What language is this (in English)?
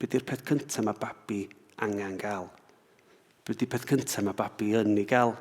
Welsh